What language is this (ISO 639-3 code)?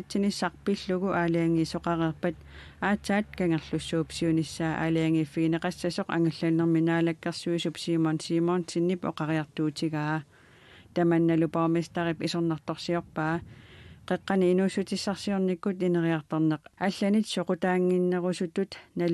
kal